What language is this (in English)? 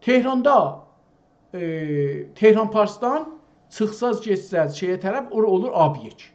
South Azerbaijani